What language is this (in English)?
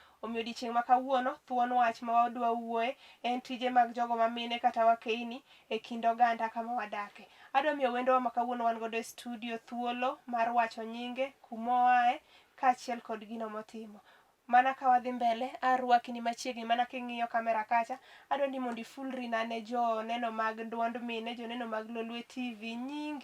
Luo (Kenya and Tanzania)